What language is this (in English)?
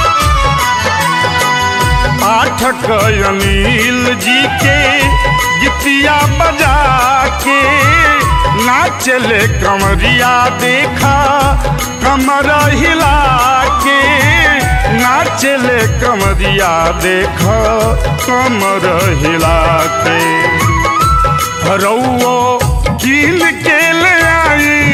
Bhojpuri